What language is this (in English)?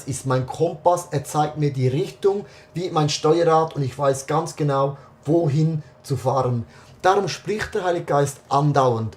Swiss German